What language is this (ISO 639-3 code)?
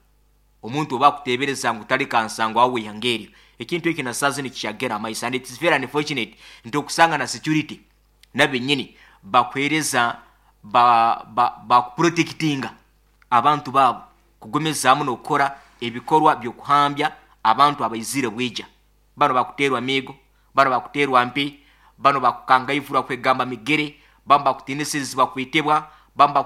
nyo